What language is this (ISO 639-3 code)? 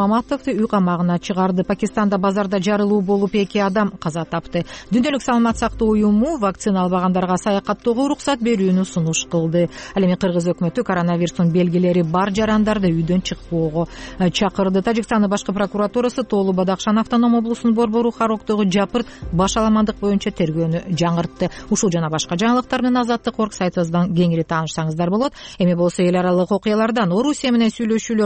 kir